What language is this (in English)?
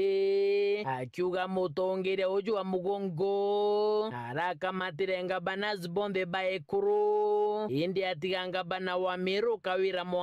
Meru